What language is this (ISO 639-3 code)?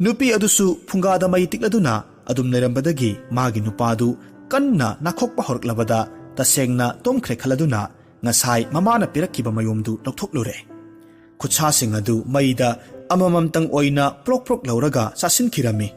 mni